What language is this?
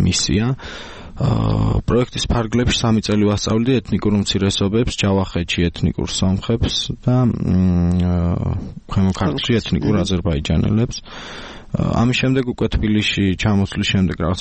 Georgian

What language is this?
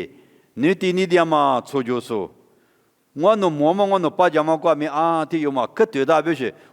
Lisu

